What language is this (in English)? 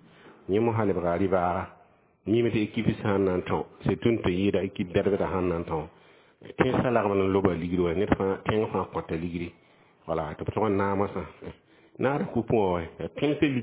Mossi